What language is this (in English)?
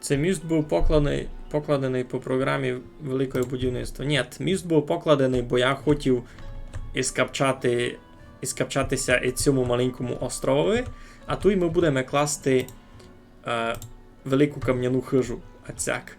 Rusyn